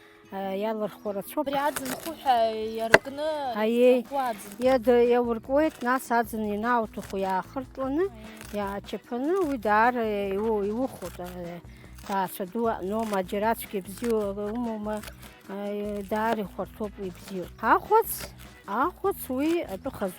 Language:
Abkhazian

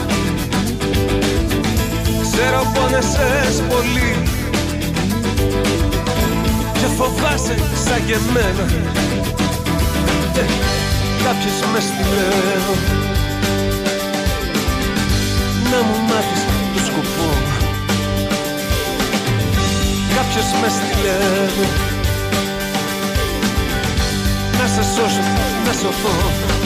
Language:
Greek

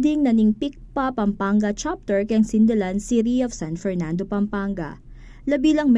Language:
Pampanga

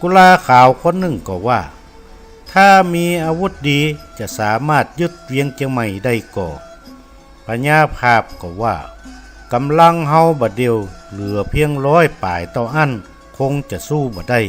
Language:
Northern Thai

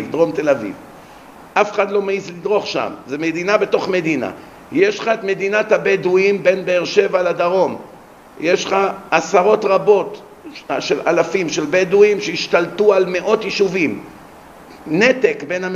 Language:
Hebrew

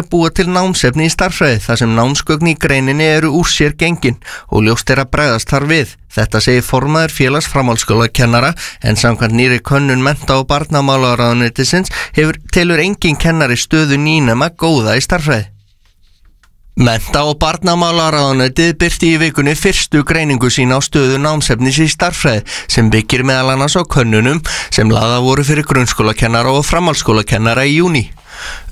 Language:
Icelandic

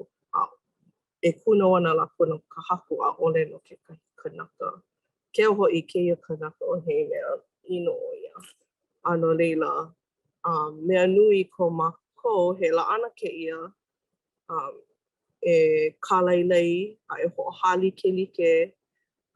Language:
Hawaiian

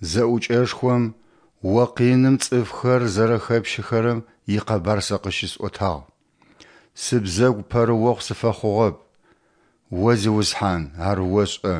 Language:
Adyghe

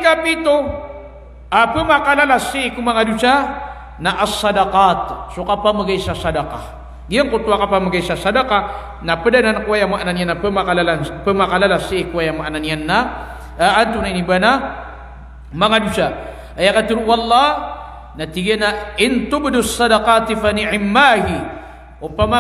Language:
Maranao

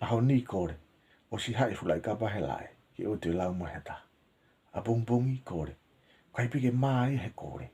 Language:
Tongan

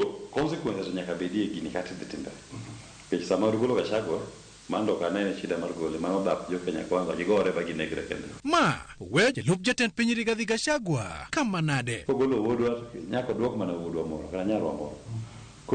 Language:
Luo (Kenya and Tanzania)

